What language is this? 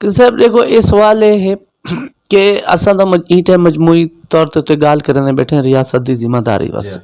Saraiki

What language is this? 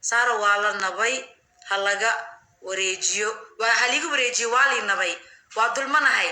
Somali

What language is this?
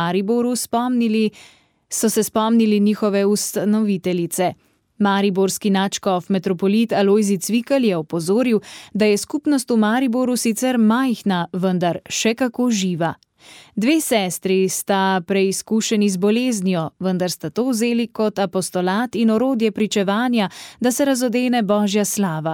Slovenian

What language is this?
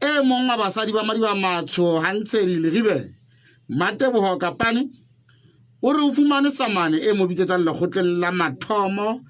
Southern Sotho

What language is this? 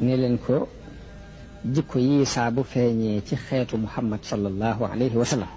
Wolof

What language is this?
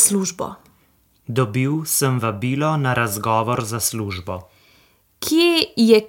Slovenian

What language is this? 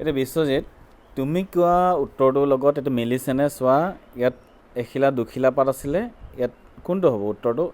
Assamese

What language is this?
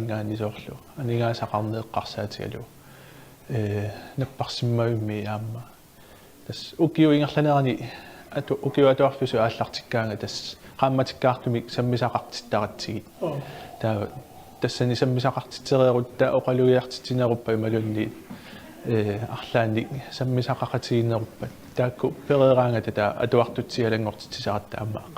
Kalaallisut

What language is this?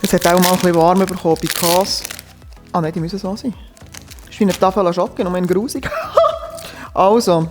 Swiss German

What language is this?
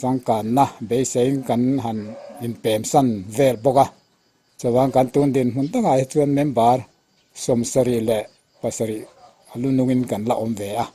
Mizo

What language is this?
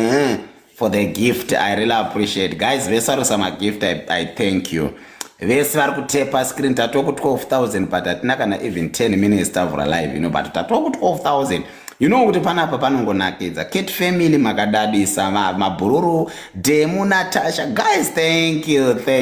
Shona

